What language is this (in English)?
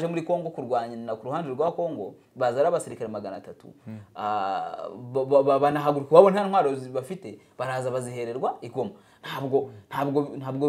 Kinyarwanda